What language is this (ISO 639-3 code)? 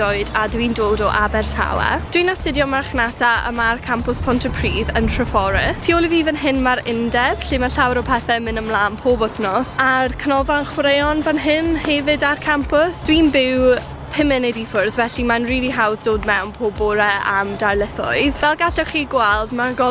cym